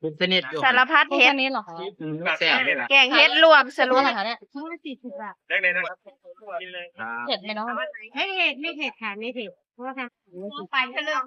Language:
Northeastern Thai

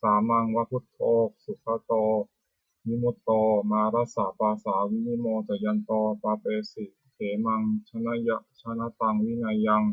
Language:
Pali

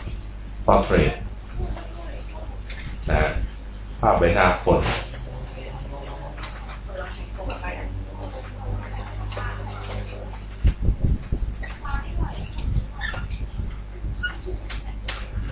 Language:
Thai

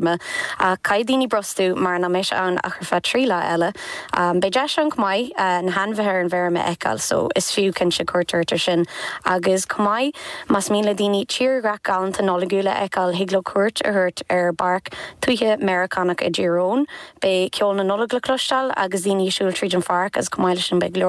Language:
Irish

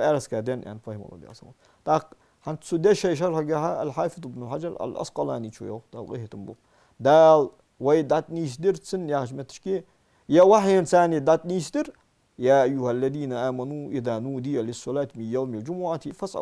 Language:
Ingush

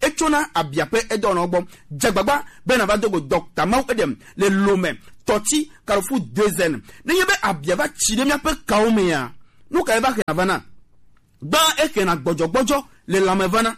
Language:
Gen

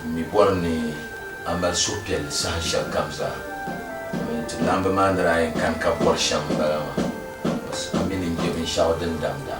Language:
Dagbani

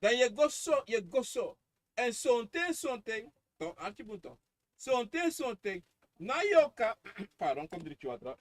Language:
Sranan Tongo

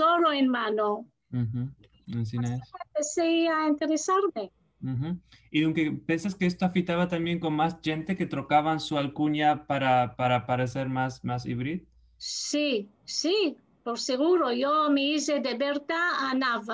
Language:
Ladino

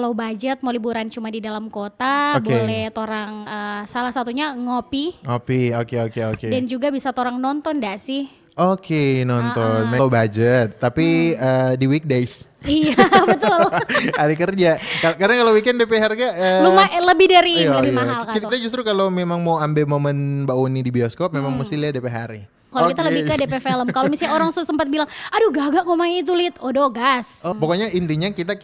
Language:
Manado Malay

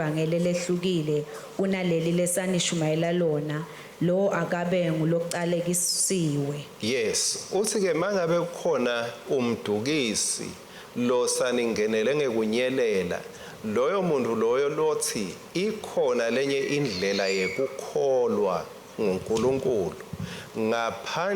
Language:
Swati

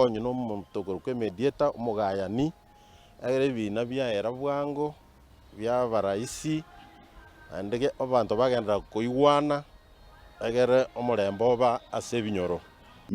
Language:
Gusii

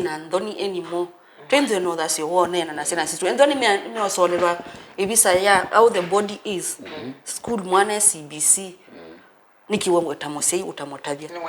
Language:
Kamba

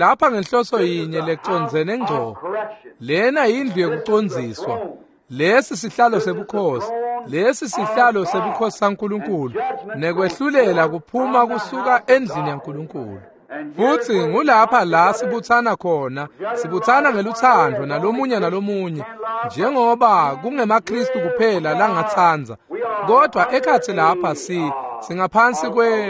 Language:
Swati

